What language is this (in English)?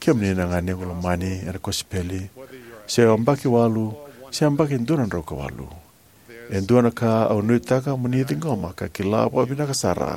Fijian